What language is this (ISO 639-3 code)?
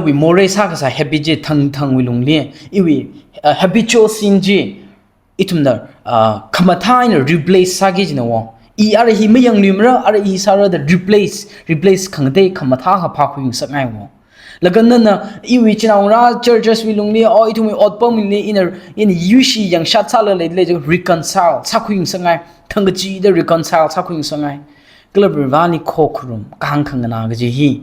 nmf